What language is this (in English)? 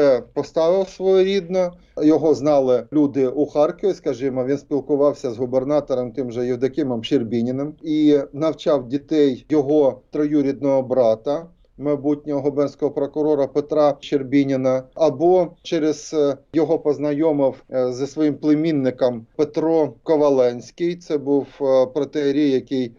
Ukrainian